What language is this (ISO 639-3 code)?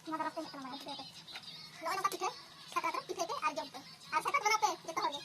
sat